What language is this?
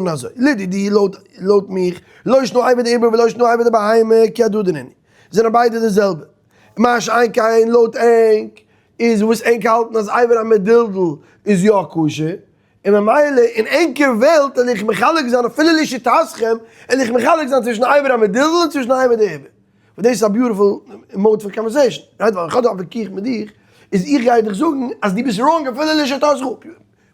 Yiddish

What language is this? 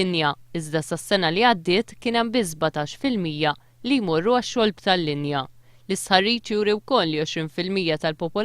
Maltese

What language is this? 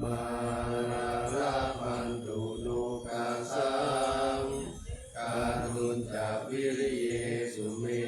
Pali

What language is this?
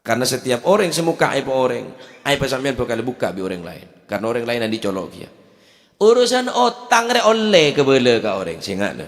Madurese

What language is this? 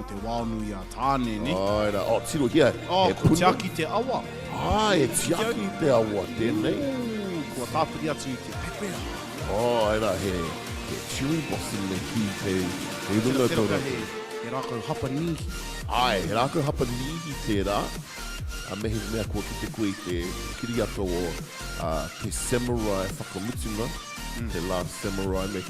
Māori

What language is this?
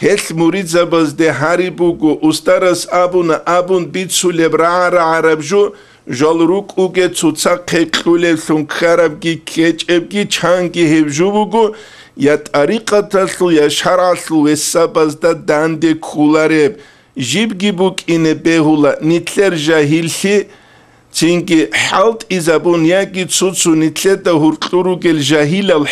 Avaric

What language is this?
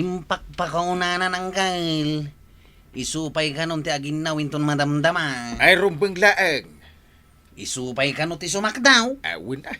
Iloko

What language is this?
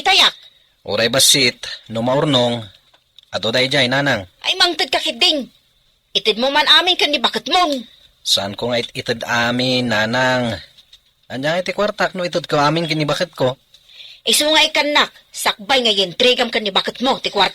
Iloko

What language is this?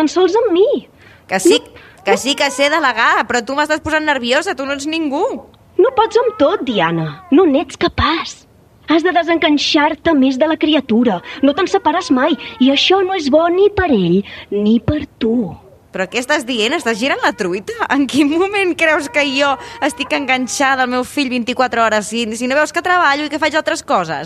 Catalan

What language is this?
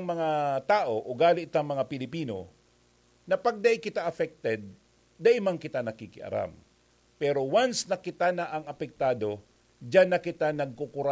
Bikol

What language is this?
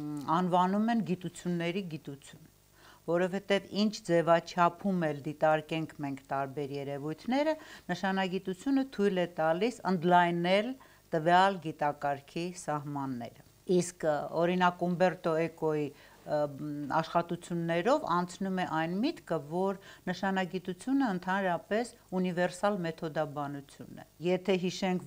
Armenian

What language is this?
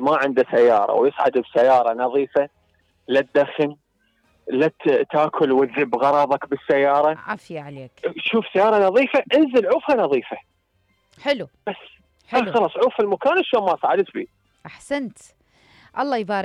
Mesopotamian Arabic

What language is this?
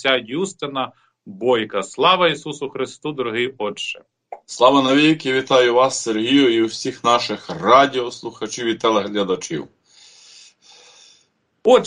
Ukrainian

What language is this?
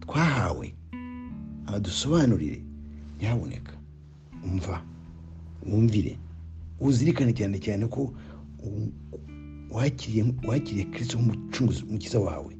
Kinyarwanda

